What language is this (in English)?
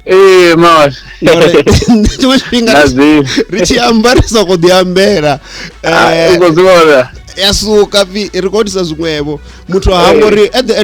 Venda